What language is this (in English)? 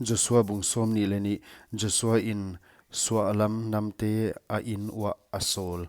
Paite Chin